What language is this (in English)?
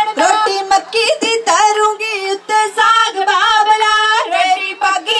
Punjabi